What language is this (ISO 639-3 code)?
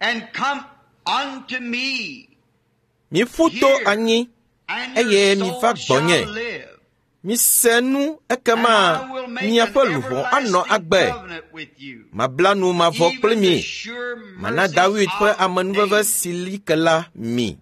ewe